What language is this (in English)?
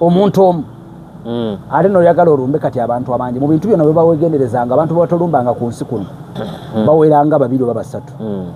Ganda